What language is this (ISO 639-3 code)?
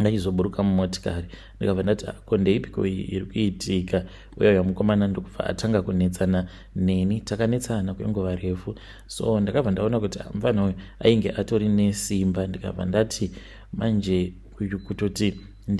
sna